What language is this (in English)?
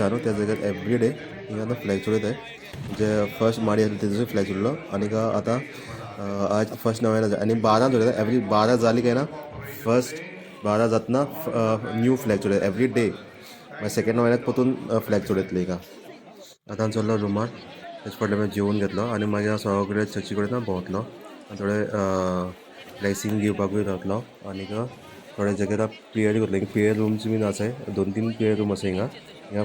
Konkani